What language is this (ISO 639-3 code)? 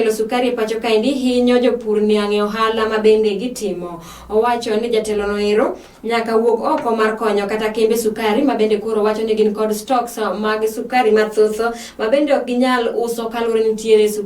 luo